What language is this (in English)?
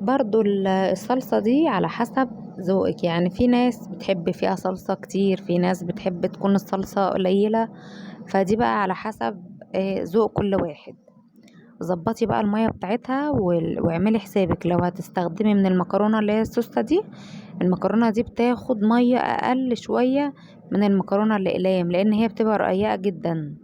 Egyptian Arabic